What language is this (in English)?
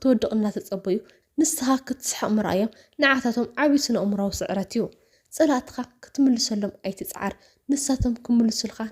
Tigrinya